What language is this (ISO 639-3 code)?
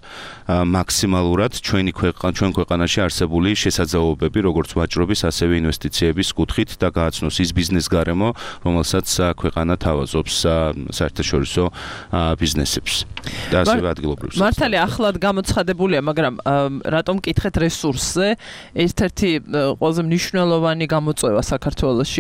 kat